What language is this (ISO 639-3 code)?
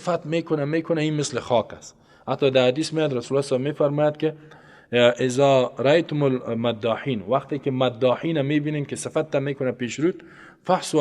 fas